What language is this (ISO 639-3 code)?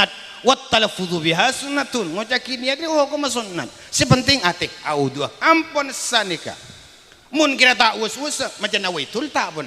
mad